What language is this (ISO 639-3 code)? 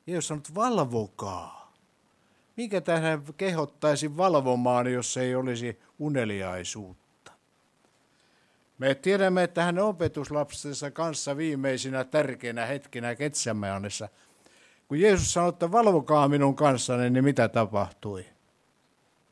fin